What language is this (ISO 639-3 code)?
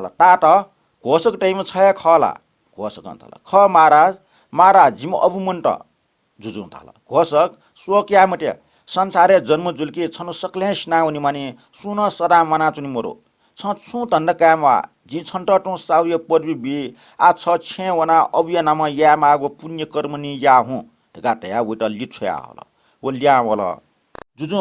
new